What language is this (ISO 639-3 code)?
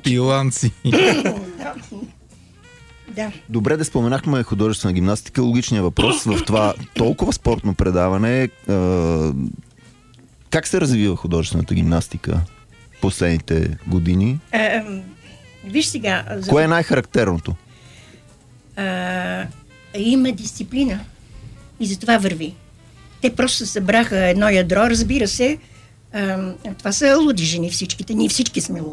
bul